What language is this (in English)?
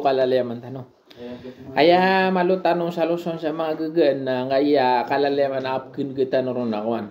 Maranao